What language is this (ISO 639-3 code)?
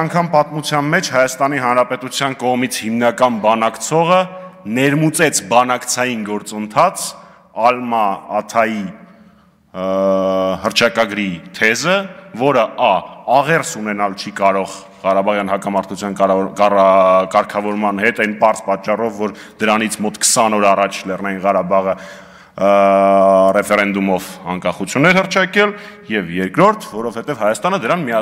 hye